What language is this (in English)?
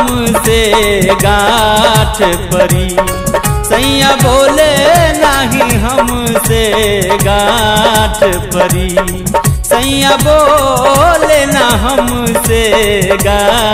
Bhojpuri